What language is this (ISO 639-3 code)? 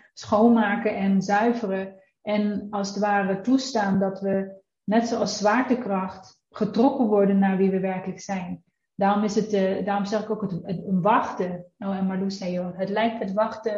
nld